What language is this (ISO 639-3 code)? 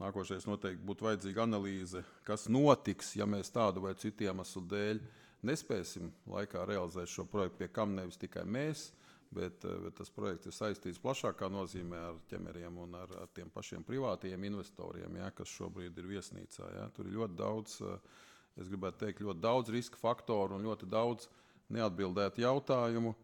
lav